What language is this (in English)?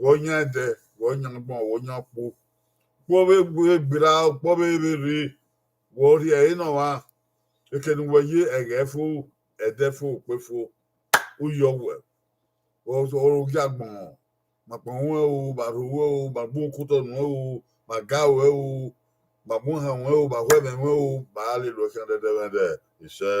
Bini